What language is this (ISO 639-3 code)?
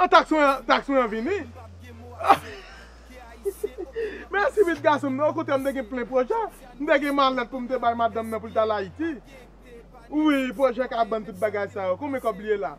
hat